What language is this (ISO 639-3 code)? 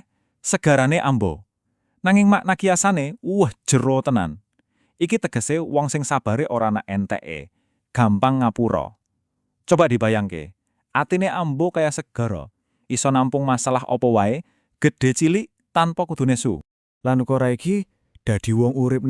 jav